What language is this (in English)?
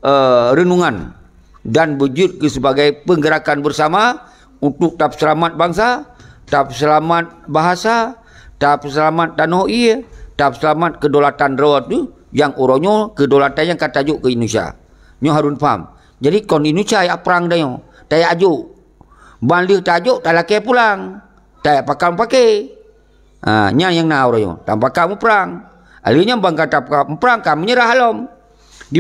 Achinese